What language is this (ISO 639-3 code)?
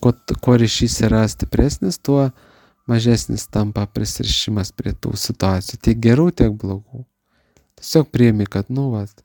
lit